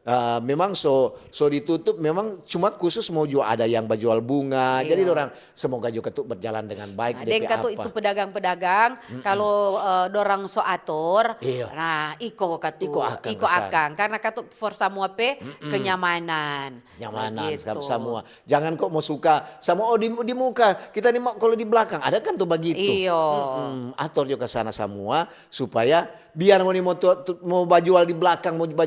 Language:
Manado Malay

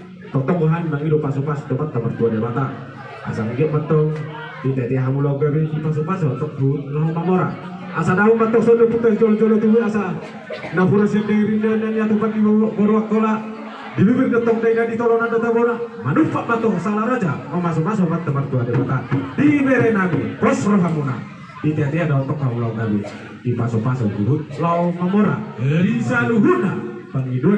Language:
Batak Toba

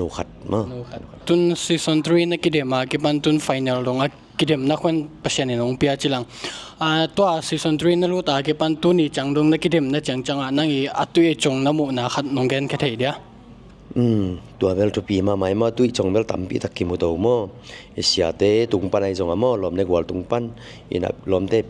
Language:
Tedim Chin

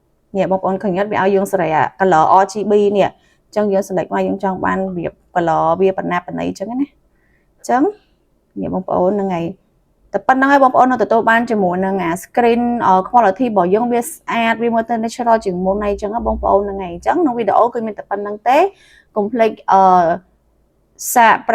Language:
Khmer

